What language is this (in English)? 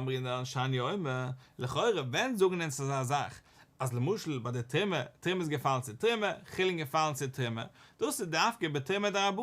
Yiddish